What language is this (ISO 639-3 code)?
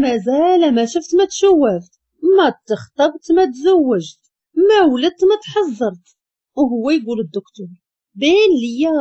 ary